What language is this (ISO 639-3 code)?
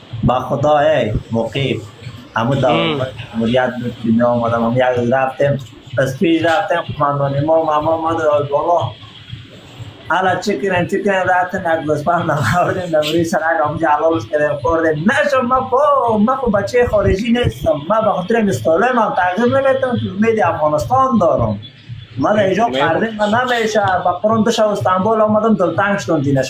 fas